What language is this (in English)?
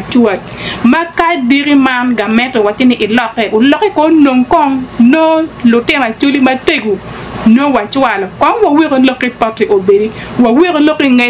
Acoli